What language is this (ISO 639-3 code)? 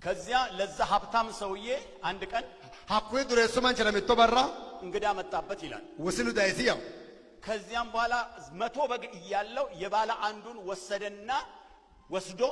amh